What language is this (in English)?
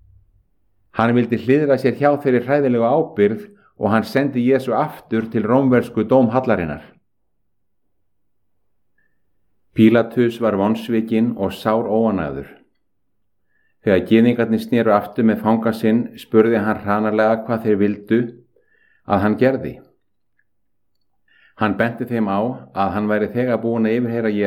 Icelandic